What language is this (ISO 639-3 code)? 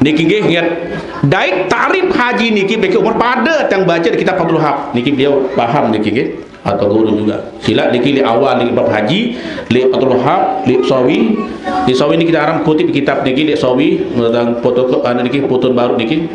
sas